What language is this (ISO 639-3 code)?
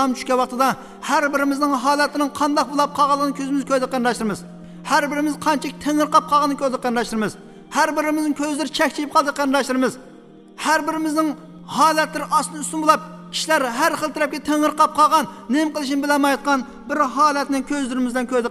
uig